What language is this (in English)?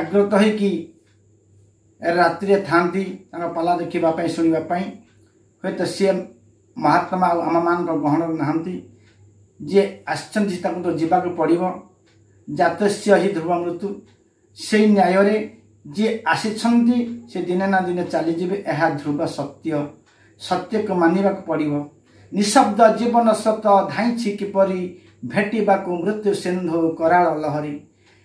Odia